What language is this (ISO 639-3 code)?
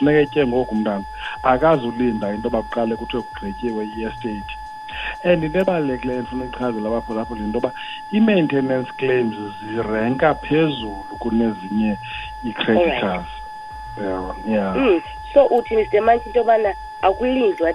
xho